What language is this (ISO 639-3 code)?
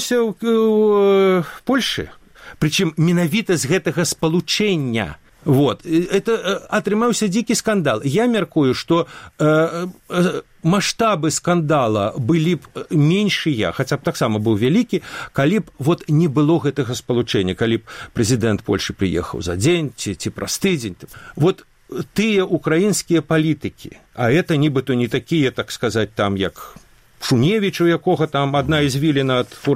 bel